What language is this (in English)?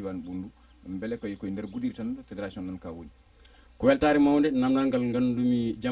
Fula